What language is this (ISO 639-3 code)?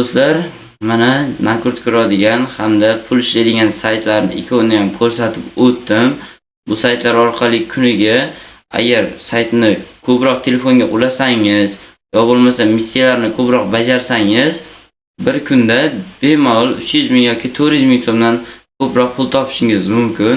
uzb